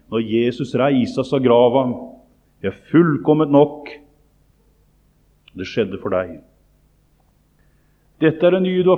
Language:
Norwegian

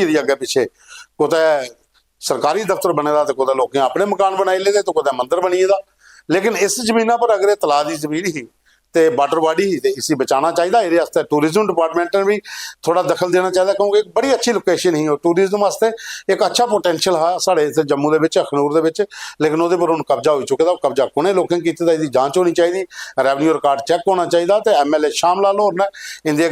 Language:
Dogri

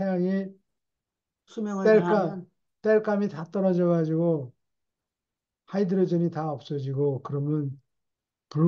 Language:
Korean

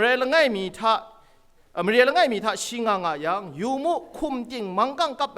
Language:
Kachin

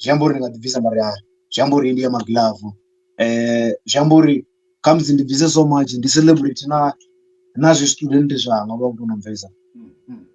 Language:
Venda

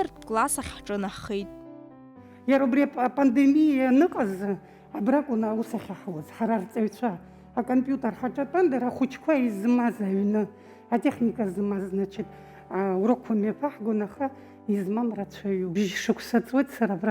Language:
Abkhazian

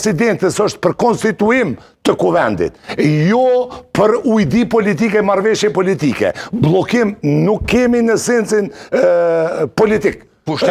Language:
Albanian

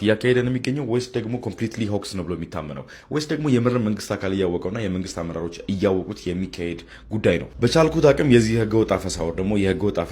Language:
Amharic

